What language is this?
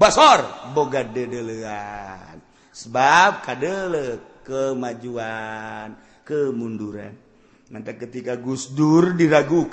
Sundanese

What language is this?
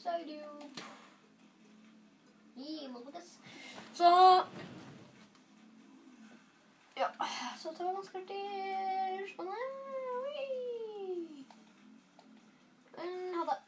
Norwegian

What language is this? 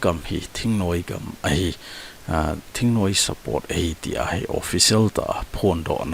Thado Chin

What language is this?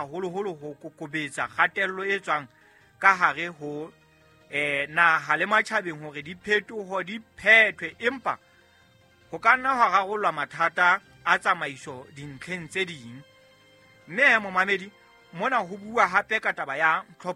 Southern Sotho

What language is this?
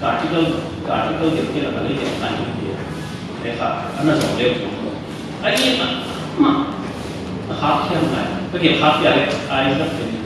Paite Chin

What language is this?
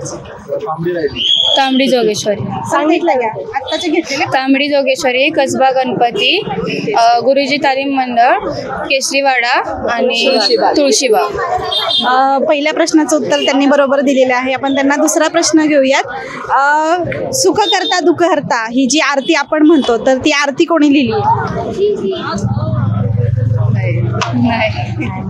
Marathi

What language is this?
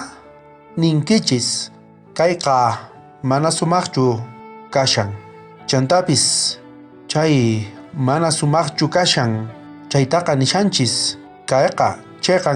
South Bolivian Quechua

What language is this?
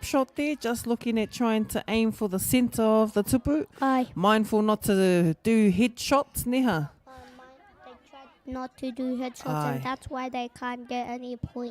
Māori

